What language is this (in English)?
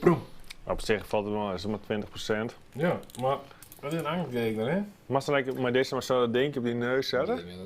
Western Frisian